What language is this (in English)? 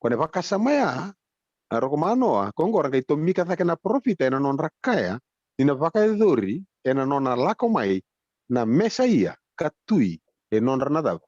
Fijian